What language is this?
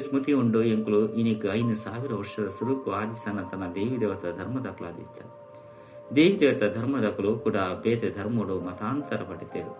Tulu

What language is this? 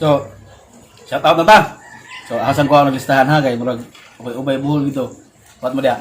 Cebuano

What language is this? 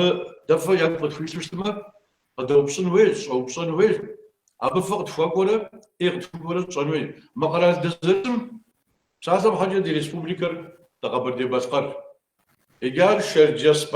Kabardian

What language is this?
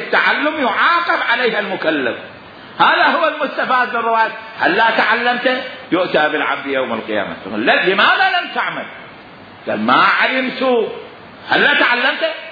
Mesopotamian Arabic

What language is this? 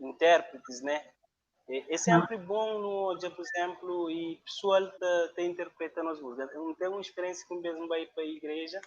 Kabuverdianu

